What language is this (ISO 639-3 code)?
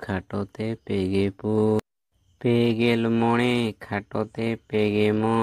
sat